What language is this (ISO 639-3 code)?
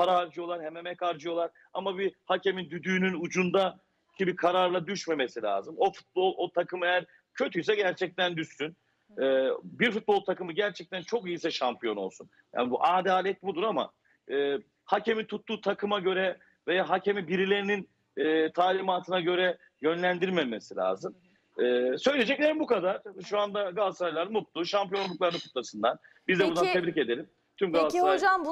tur